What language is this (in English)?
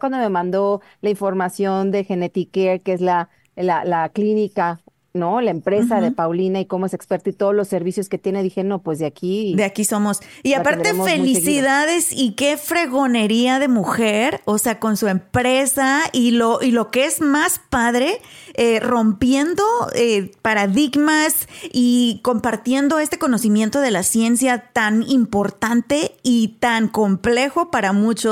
Spanish